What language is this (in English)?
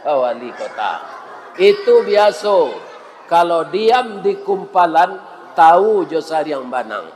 Minangkabau